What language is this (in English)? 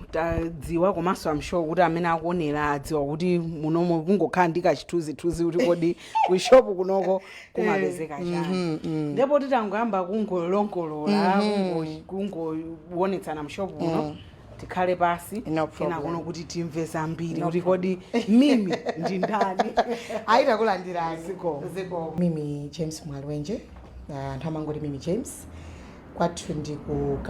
Nyanja